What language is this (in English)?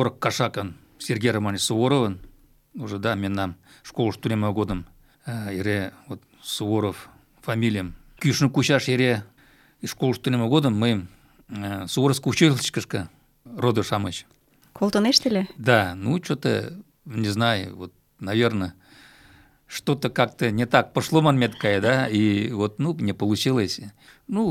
Mari